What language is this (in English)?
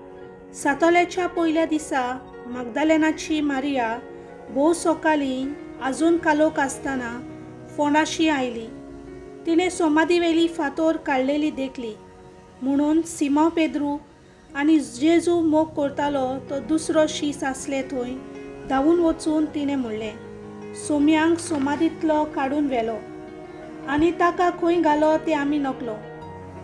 Konkani